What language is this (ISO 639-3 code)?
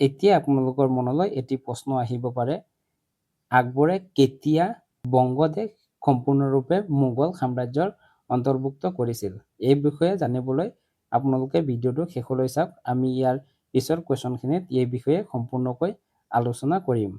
asm